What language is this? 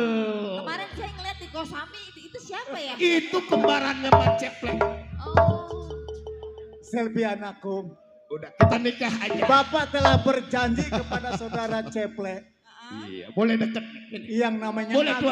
Betawi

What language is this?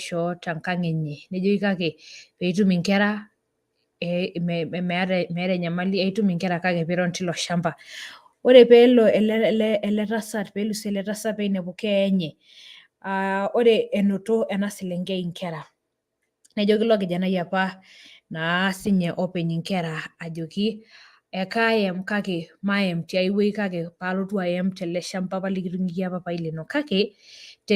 Masai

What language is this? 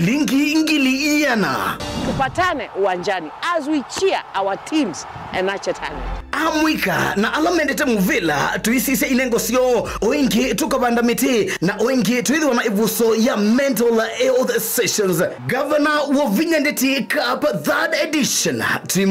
Kamba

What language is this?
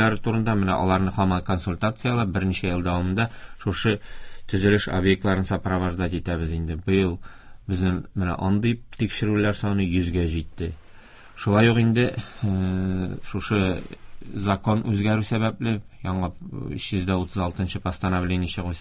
Tatar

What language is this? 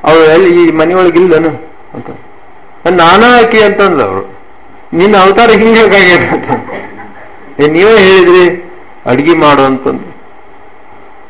Kannada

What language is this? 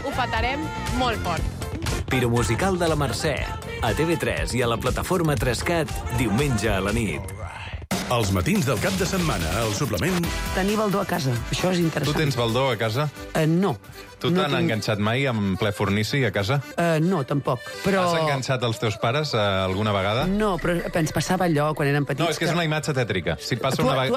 Catalan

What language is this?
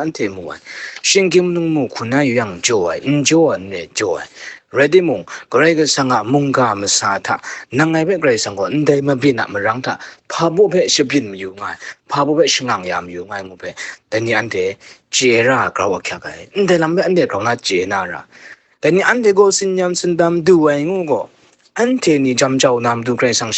Kachin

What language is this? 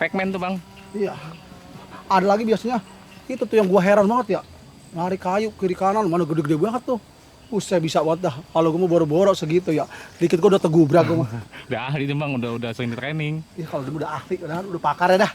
Betawi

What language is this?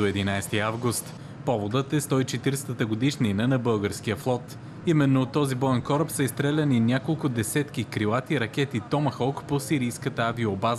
Bulgarian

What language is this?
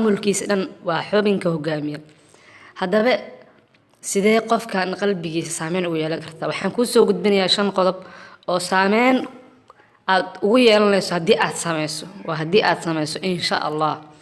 Somali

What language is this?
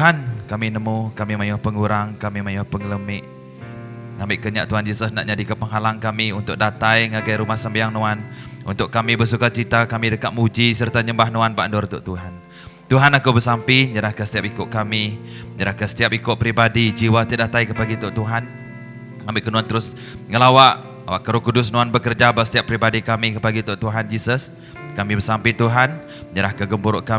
Iban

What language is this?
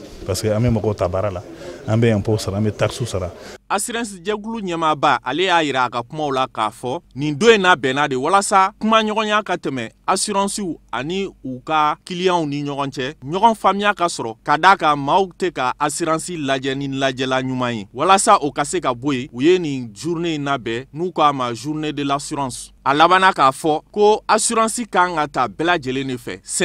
Bambara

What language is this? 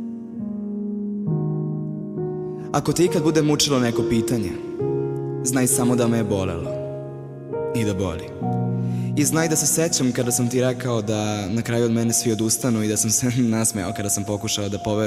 Serbian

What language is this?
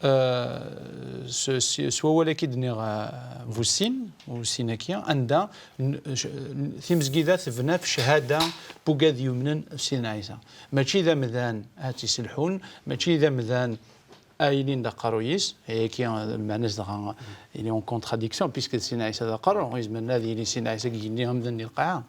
Kabyle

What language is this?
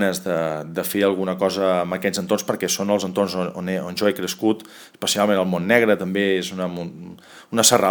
Catalan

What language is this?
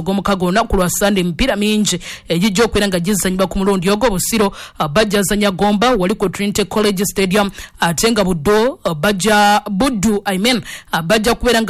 Ganda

